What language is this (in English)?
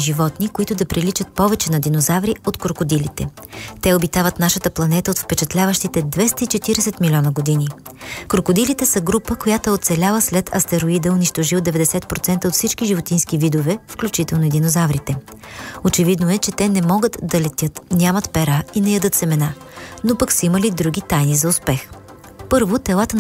Bulgarian